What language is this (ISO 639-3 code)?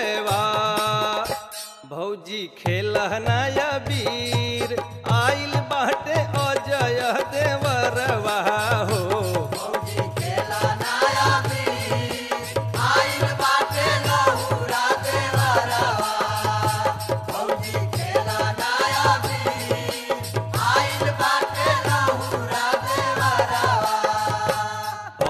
bho